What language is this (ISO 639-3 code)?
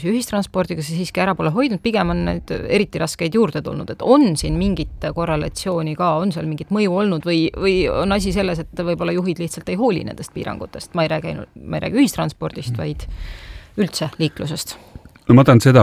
est